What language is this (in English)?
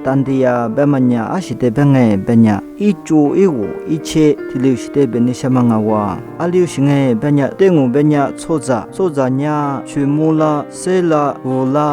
Lisu